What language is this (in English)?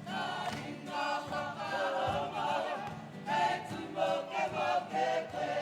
Māori